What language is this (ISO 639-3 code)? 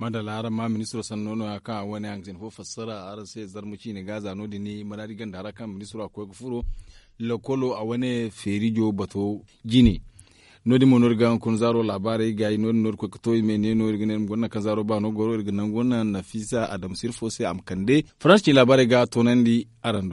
dje